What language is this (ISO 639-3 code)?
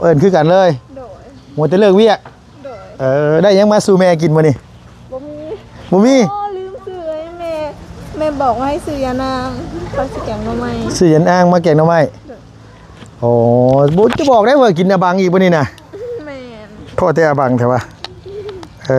lao